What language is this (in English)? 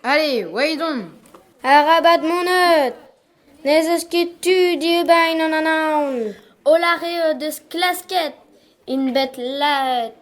Breton